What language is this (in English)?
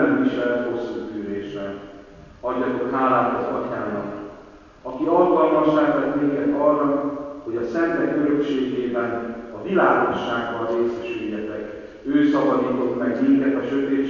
Hungarian